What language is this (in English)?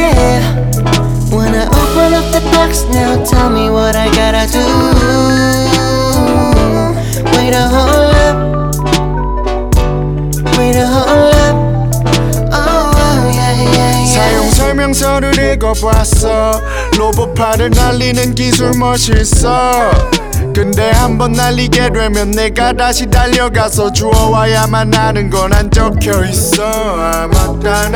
Korean